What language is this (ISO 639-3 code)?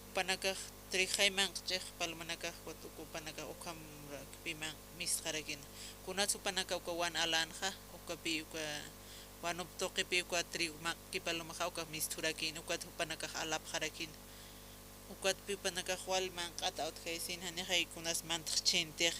aym